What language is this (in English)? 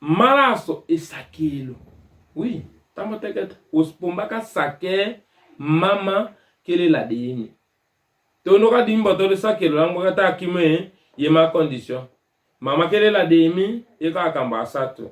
Tetela